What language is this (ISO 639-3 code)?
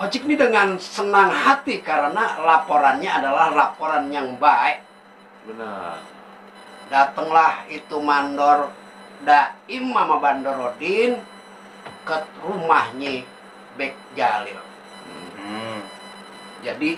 bew